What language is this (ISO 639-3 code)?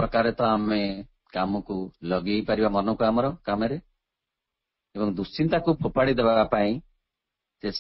ori